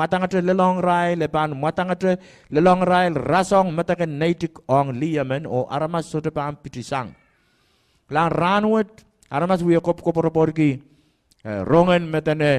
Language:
Pohnpeian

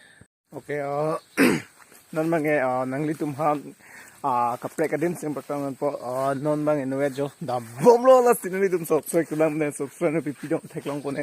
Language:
Karbi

